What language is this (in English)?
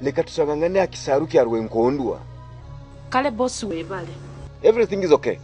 Nyoro